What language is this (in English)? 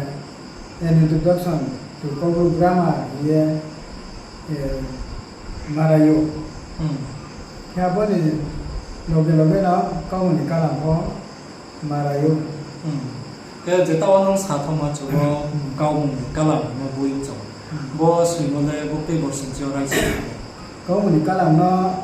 Riang (India)